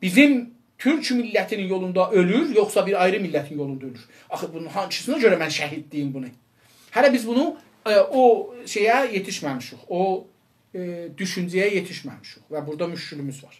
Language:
South Azerbaijani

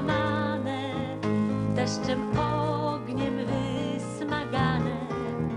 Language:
Polish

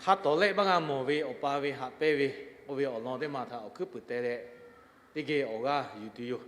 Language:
Lahu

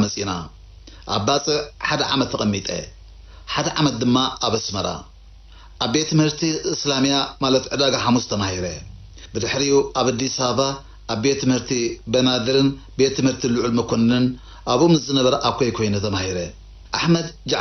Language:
Tigrinya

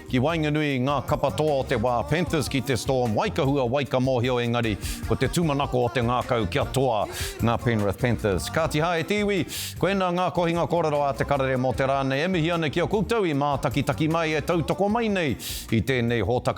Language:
Māori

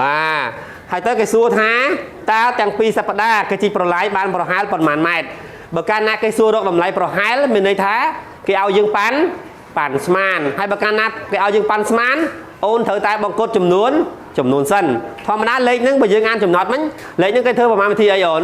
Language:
Khmer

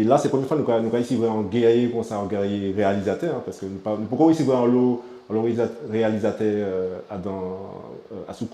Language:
Guadeloupean Creole French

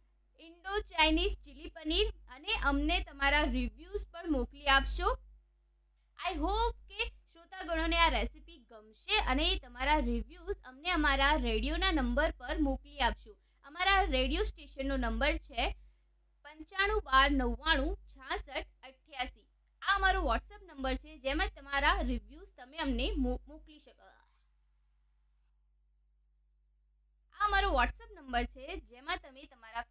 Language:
Gujarati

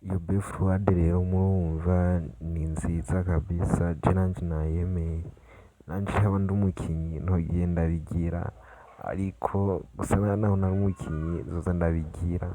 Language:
Rundi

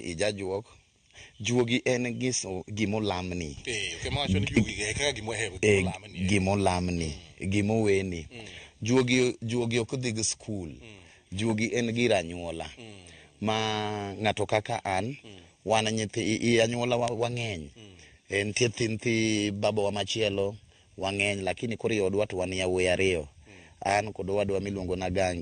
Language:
Luo (Kenya and Tanzania)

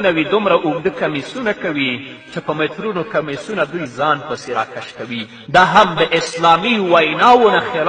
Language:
Pashto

